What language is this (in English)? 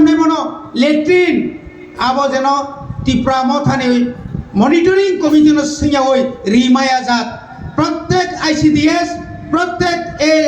Kok Borok